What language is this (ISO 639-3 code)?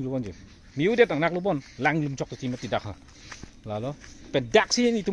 mjw